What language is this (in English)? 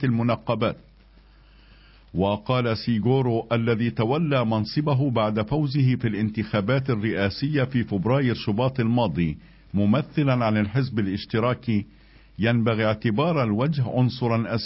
Arabic